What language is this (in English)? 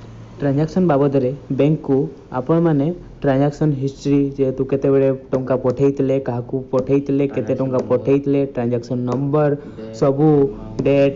Odia